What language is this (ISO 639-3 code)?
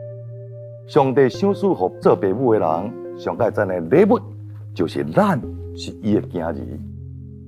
nan